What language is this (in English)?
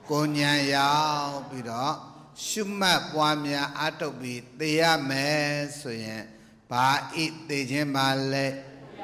Burmese